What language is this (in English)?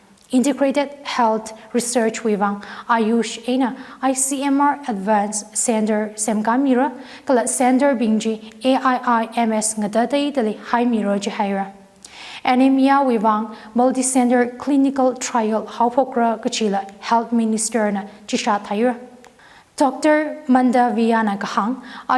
Tangkhul Naga (India)